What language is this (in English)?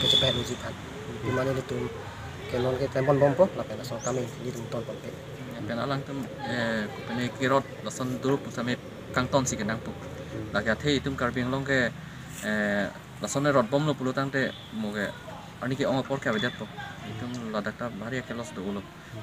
Karbi